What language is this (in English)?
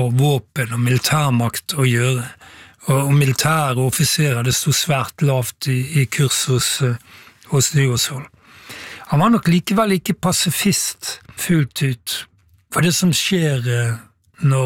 Norwegian